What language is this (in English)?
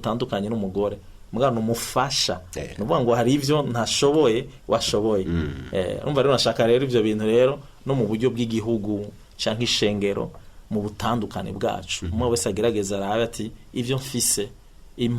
Rundi